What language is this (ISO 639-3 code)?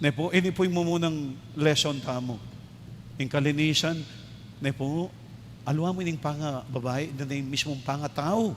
pam